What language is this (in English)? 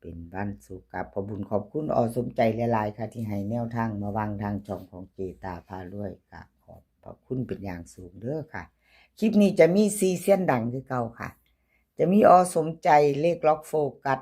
Northeastern Thai